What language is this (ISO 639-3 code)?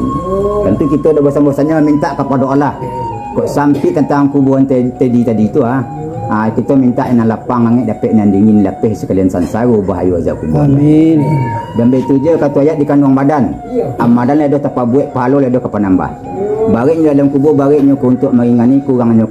min